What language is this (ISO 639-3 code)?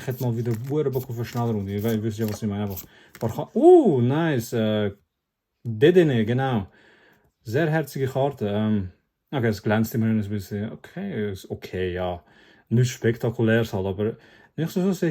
gsw